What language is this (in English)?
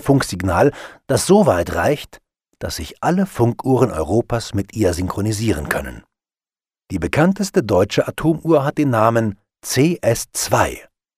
German